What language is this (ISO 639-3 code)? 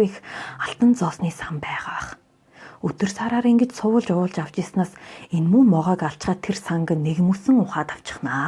mon